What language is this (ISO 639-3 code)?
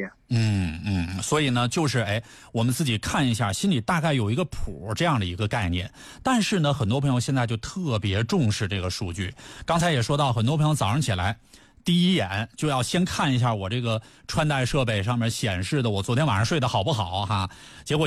zho